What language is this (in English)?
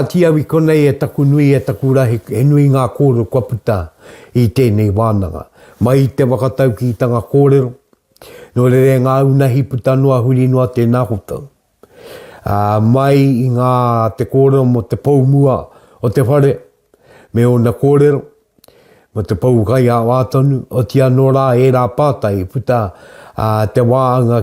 Māori